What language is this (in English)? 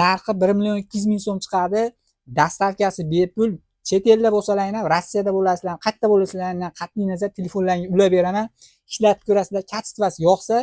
Uzbek